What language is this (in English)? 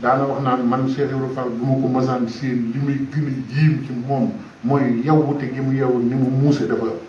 Wolof